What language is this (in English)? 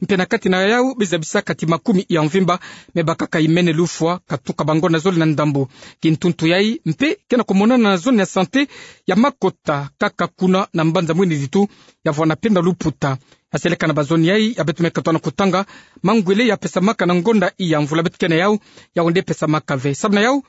Kituba (Democratic Republic of Congo)